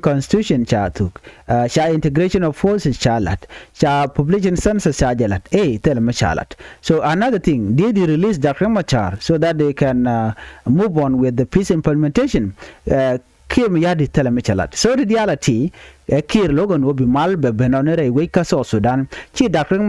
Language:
Nuer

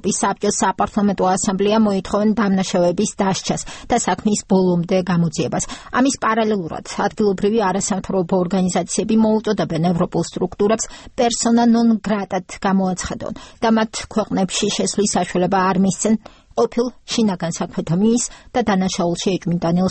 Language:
Georgian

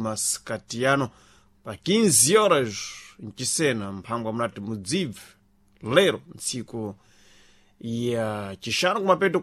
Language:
Sena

